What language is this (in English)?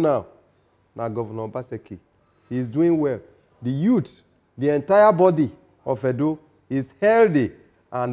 Nigerian Pidgin